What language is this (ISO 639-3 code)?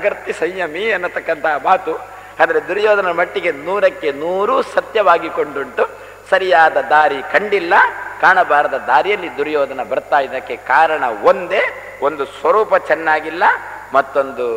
kan